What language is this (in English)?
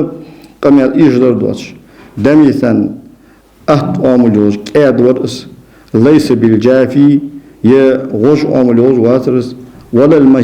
Ingush